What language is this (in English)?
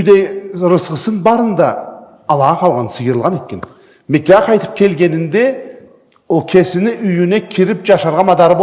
Karachay-Balkar